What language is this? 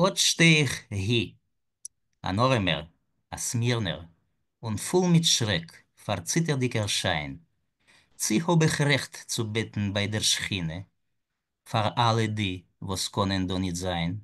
Yiddish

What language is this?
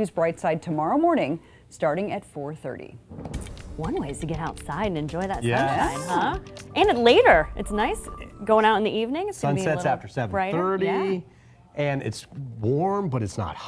English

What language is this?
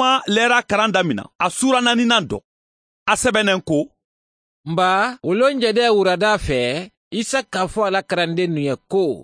Mandingo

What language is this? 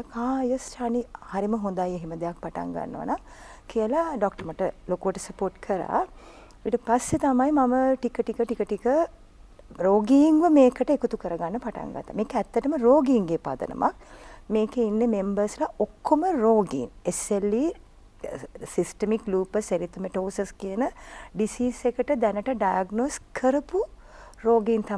Sinhala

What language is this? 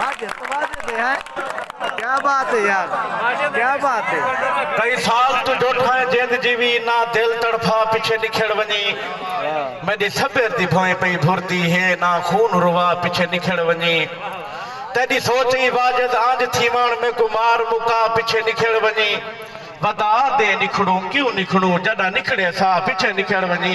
Saraiki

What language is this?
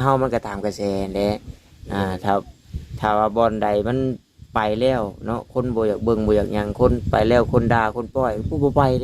Northeastern Thai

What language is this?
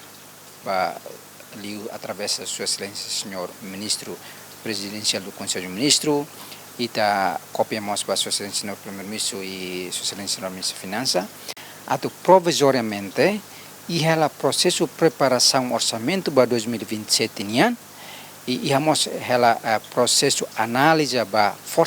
Tetum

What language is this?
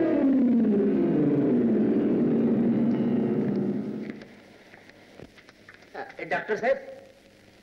Marathi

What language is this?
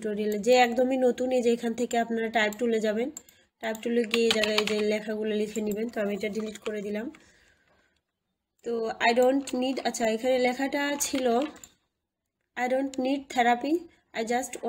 Bangla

